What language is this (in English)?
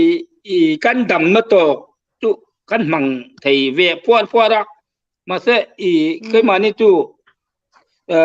Hmar